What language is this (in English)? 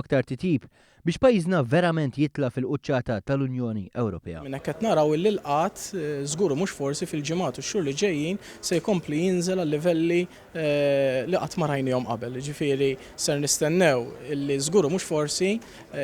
Maltese